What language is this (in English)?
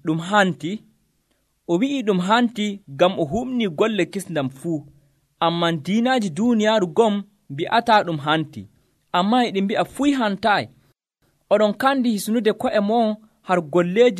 Nigerian Fulfulde